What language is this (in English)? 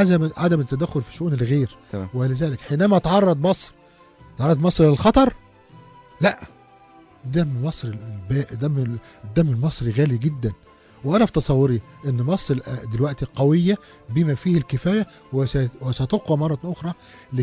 Egyptian Arabic